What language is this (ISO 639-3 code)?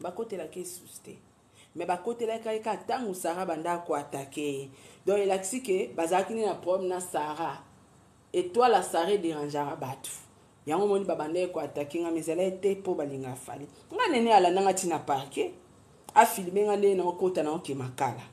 lin